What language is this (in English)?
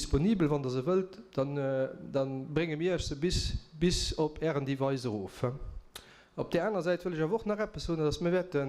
Luxembourgish